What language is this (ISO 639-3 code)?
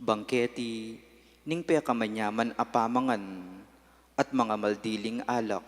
pam